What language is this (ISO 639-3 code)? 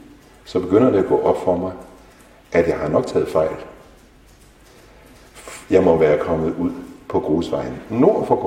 dan